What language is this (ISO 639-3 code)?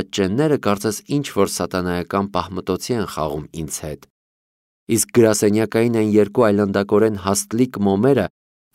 hye